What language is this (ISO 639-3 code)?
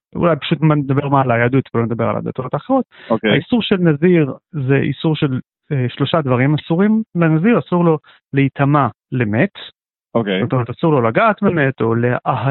heb